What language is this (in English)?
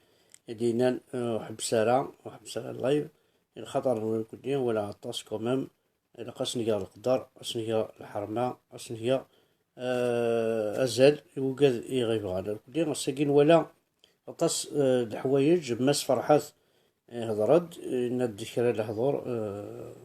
Kabyle